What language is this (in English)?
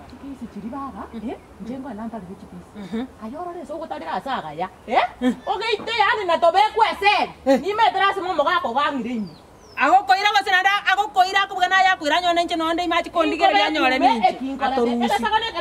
Gusii